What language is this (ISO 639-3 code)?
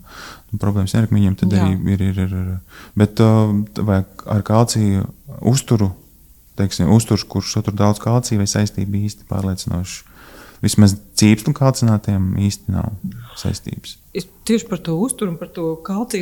lav